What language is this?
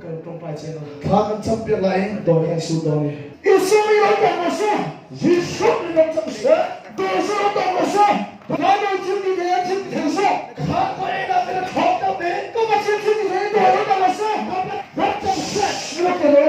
Mizo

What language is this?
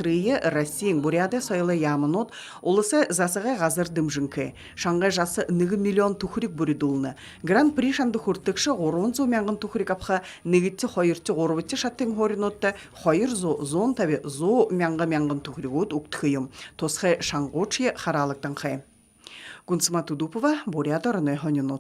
Buriat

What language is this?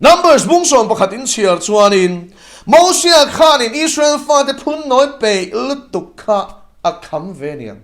Mizo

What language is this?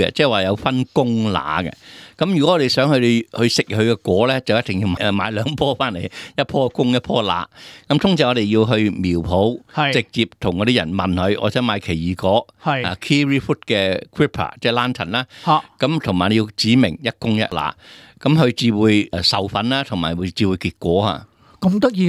Cantonese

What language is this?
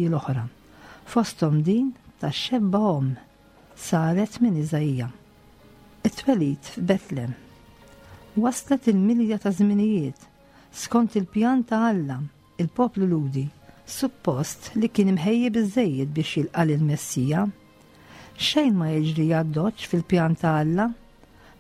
Maltese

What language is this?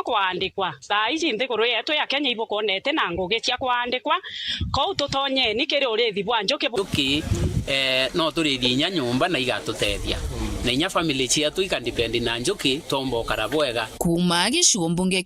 Meru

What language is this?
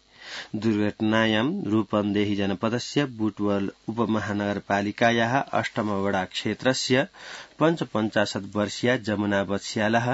Sanskrit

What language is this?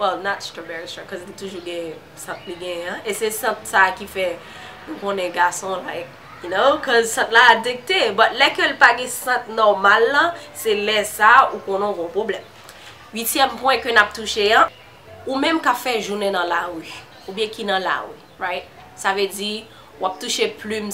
Haitian Creole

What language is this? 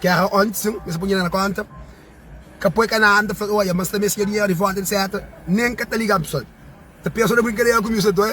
Kabuverdianu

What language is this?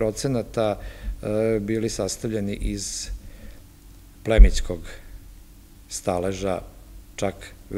Serbian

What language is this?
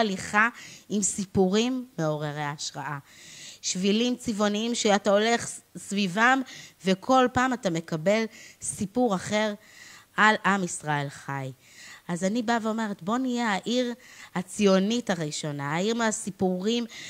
Hebrew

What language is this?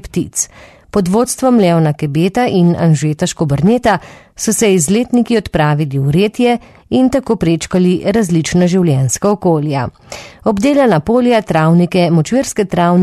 Slovenian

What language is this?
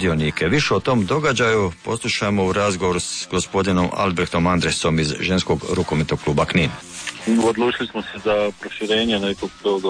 Croatian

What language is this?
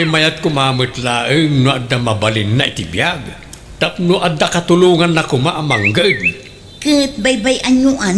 Iloko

